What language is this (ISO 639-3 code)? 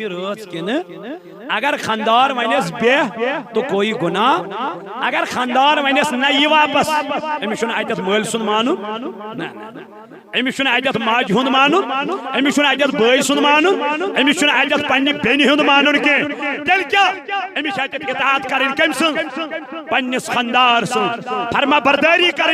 kas